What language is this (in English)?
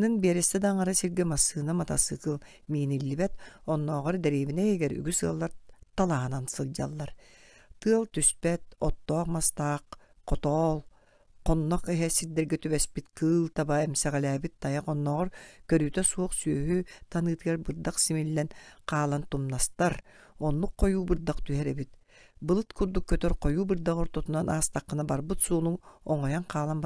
Yakut